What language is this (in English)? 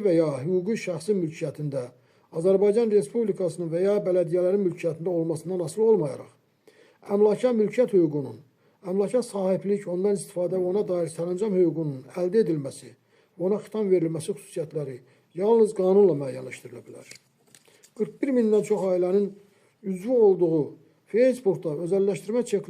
Azerbaijani